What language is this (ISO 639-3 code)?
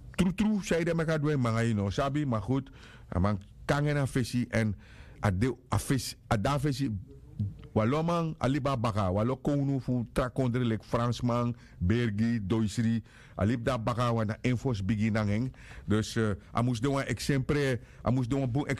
srn